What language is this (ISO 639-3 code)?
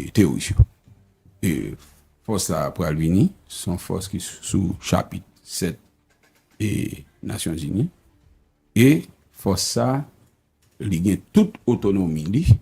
hat